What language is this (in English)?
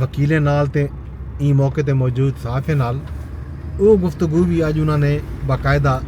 Saraiki